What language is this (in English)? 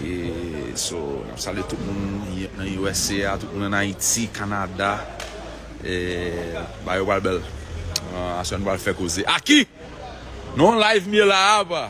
Haitian Creole